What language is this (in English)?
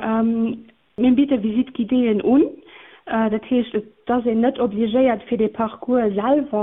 Luxembourgish